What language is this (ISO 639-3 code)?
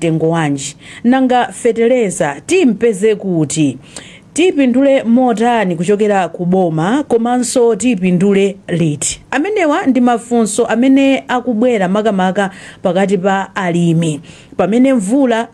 nya